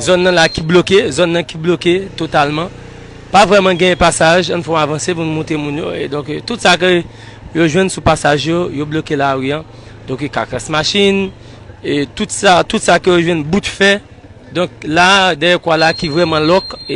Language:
Haitian Creole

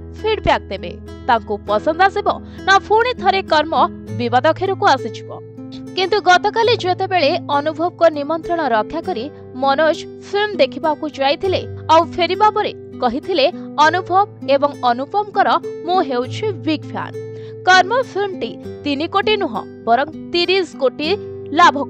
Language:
Odia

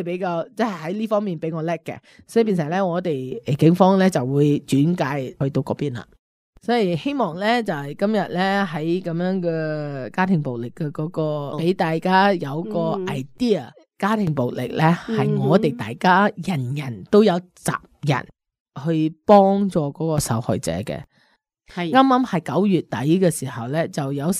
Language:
Cantonese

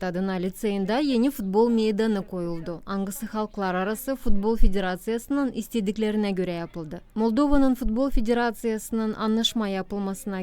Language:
Gagauz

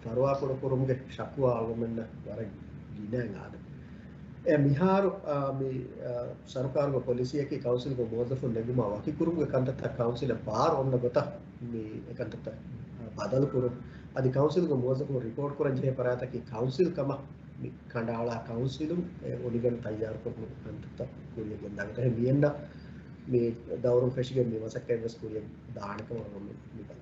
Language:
Divehi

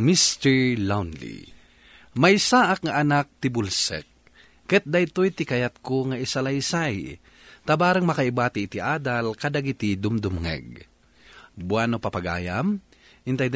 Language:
Iloko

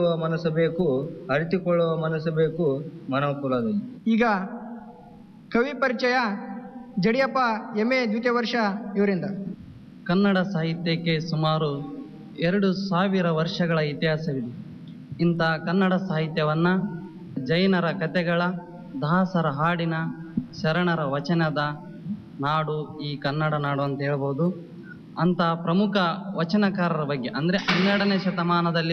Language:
Kannada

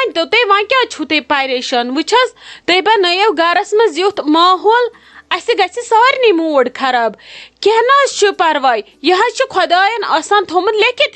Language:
Kashmiri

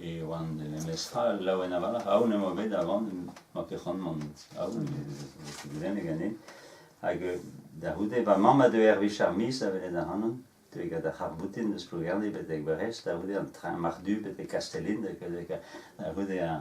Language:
Breton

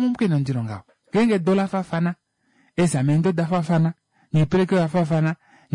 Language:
Kuanyama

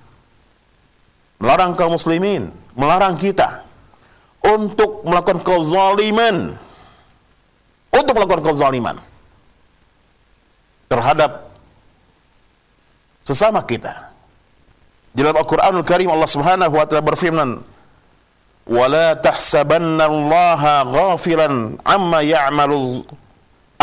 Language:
Indonesian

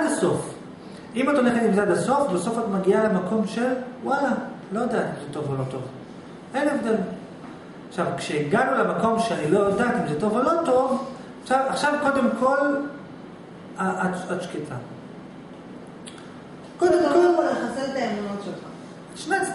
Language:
Hebrew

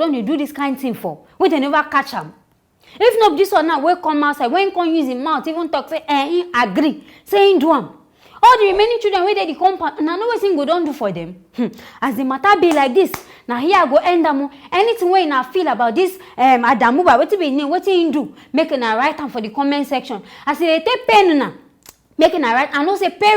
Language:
Nigerian Pidgin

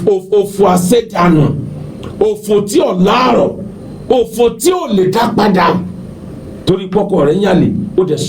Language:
Yoruba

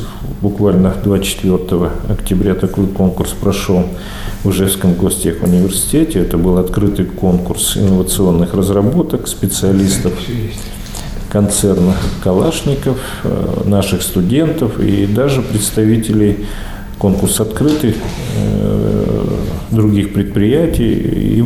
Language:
Russian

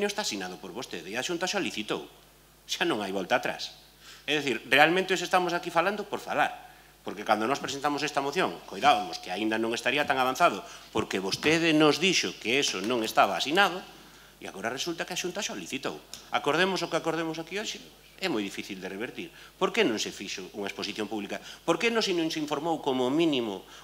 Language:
Galician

